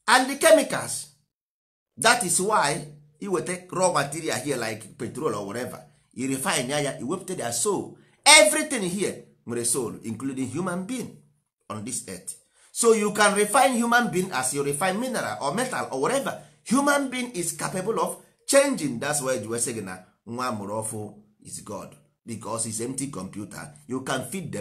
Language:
Igbo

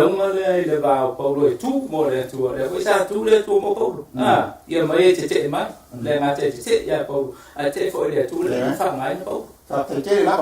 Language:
Samoan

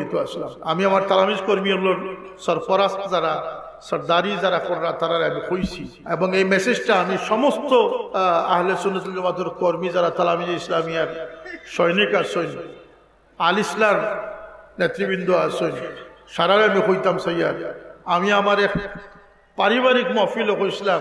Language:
Sylheti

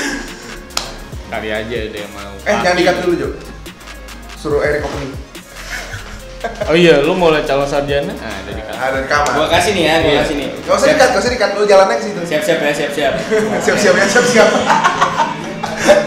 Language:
Indonesian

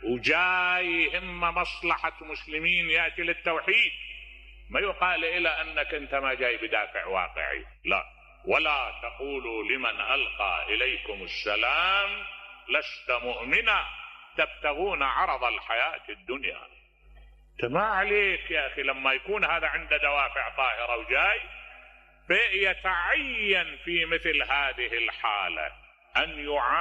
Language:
Mesopotamian Arabic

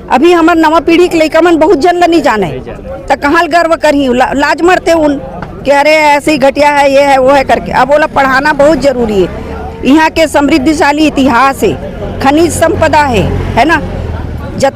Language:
Chhattisgarhi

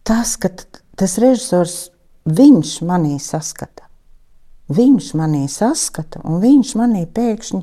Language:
Latvian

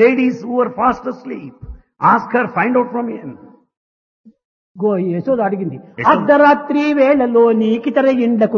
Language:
Telugu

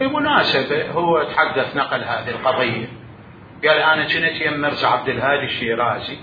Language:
Mesopotamian Arabic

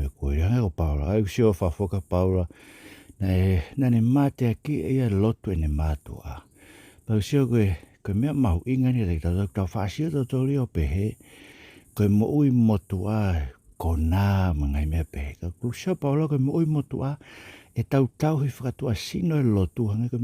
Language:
Tongan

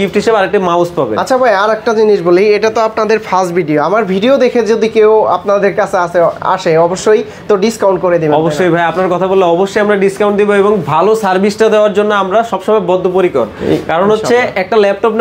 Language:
Bangla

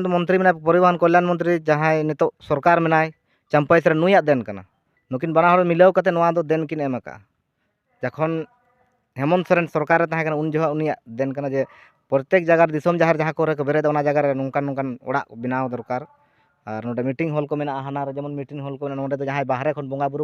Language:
Santali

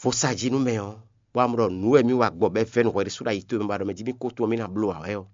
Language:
Fon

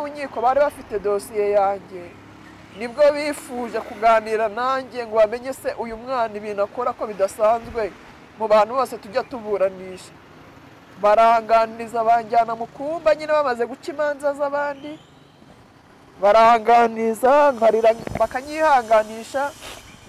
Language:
Kinyarwanda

